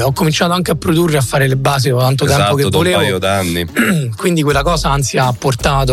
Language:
Italian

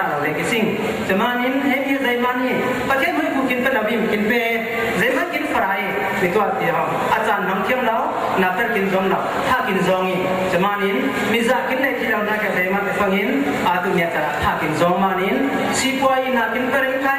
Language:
Falam Chin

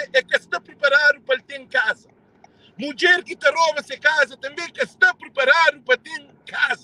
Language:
Kabuverdianu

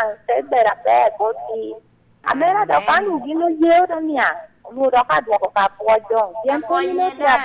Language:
Lango (Uganda)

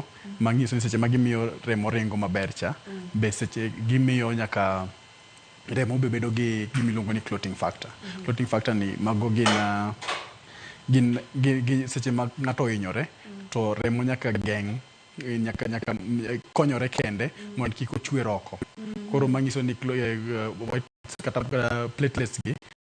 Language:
Luo (Kenya and Tanzania)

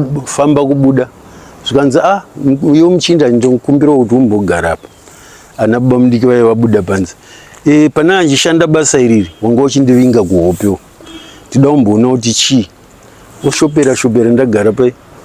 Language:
Shona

